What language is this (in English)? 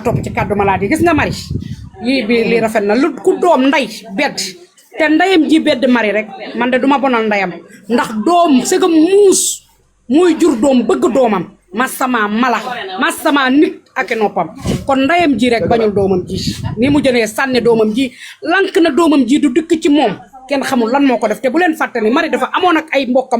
Wolof